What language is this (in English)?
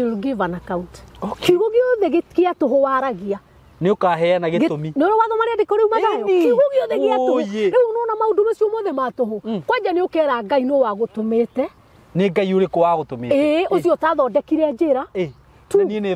Kikuyu